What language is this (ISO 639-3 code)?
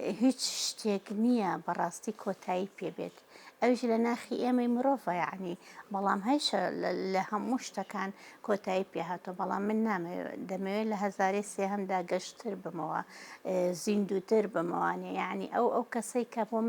ckb